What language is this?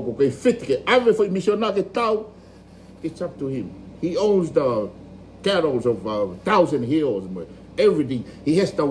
Tongan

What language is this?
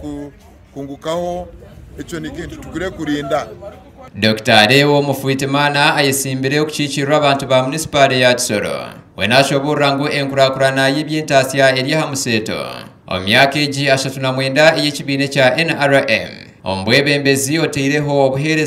Nyankole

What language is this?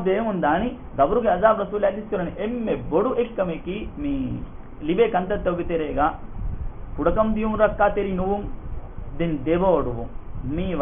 Divehi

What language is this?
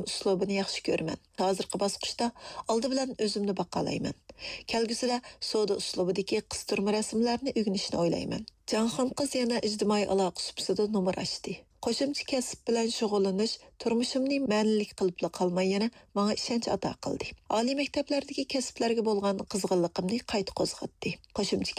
Uyghur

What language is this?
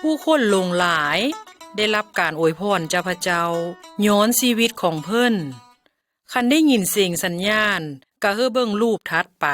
Lao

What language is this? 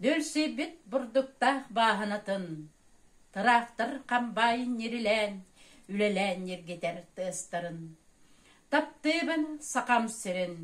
Yakut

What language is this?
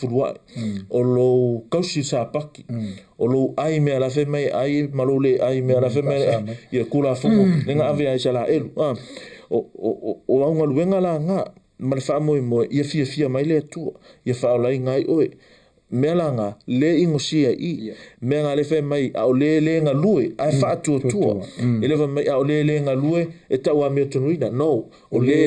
Samoan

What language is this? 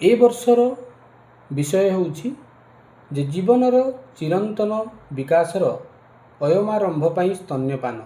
Odia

